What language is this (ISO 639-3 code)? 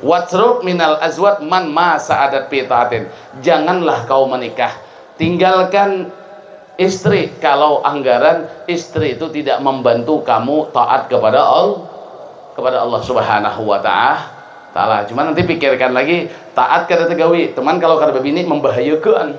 bjn